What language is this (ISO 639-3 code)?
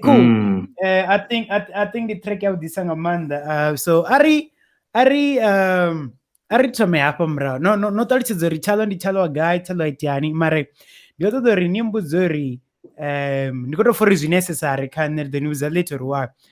ven